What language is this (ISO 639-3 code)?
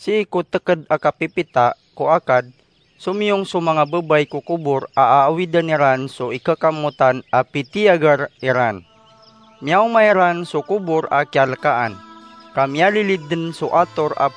mrw